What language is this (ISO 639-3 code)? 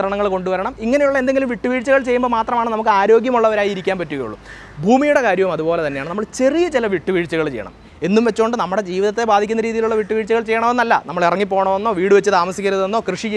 mal